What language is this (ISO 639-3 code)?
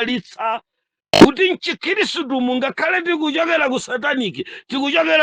nya